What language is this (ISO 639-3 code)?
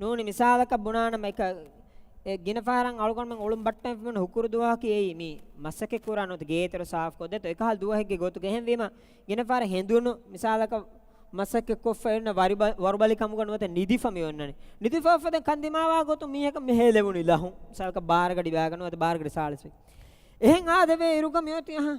div